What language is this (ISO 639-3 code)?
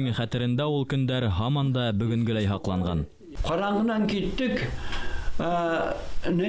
bak